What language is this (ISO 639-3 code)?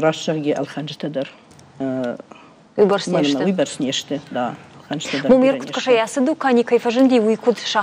oss